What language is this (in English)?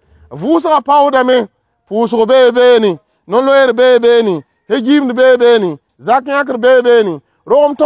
Mossi